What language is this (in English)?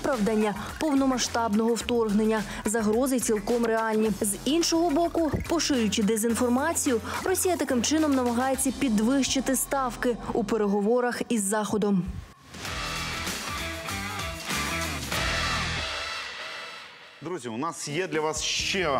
Ukrainian